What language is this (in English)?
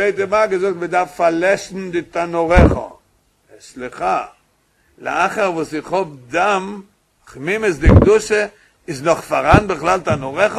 Yiddish